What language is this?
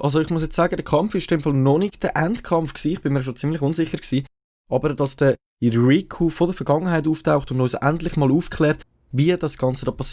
Swiss German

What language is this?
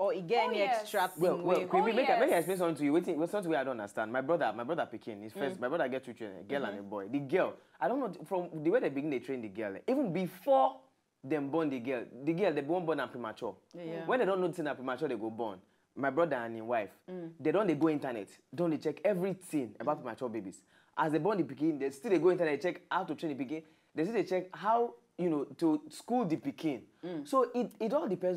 Nigerian Pidgin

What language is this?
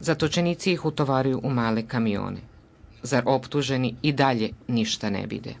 Bosnian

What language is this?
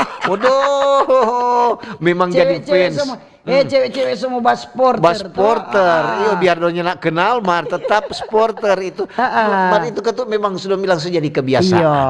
Manado Malay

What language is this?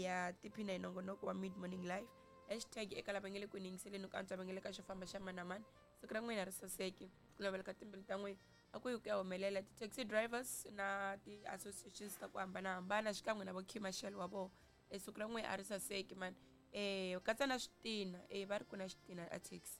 Tsonga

